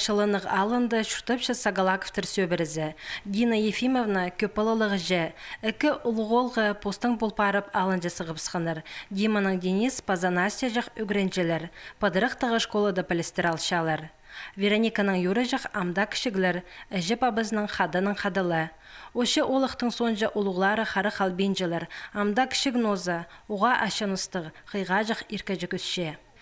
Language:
Khakas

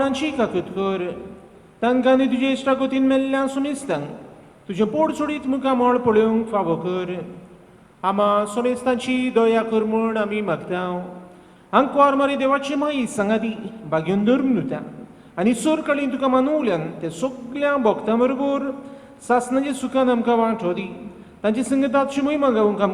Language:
Konkani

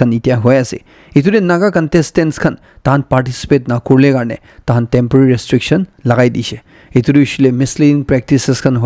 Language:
Naga Pidgin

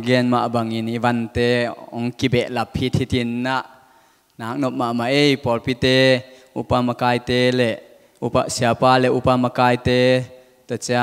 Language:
Tedim Chin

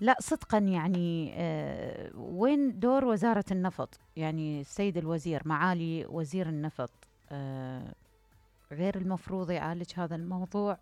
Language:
Mesopotamian Arabic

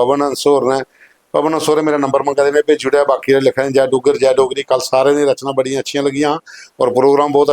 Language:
Dogri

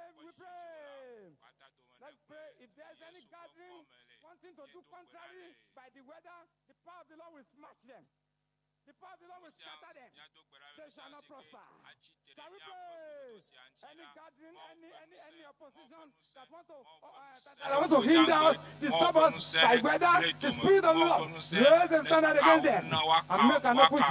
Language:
Ewe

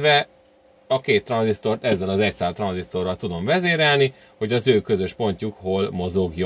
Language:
Hungarian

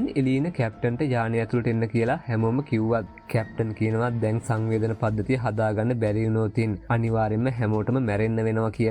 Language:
Sinhala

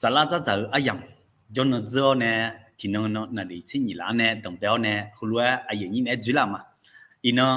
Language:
Akha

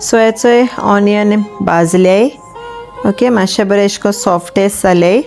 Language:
Konkani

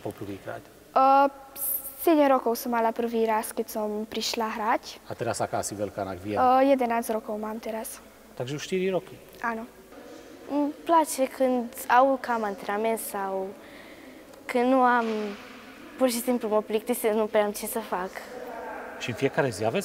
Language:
Slovak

